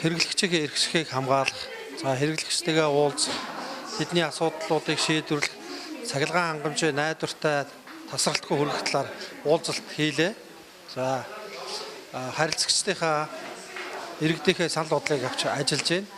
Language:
Mongolian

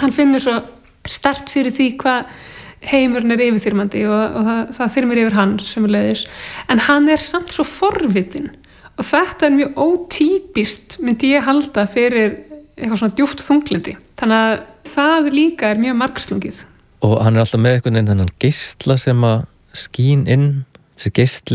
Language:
Icelandic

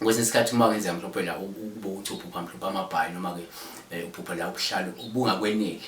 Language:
Zulu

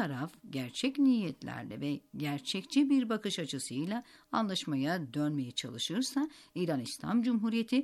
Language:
Turkish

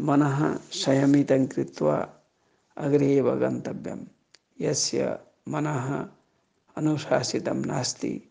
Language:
Sanskrit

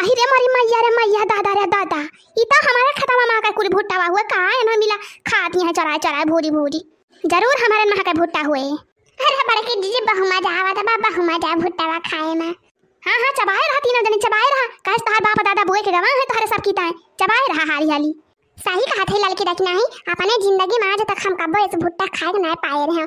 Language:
Awadhi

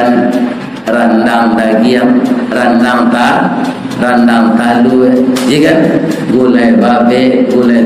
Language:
Minangkabau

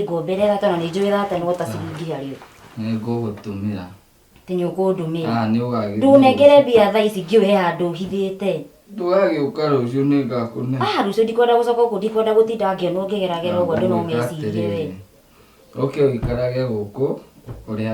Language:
Kikuyu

